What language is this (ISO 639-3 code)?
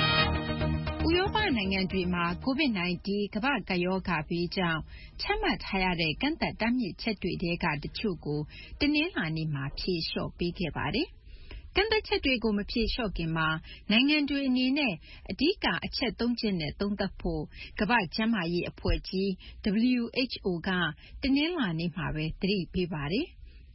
mya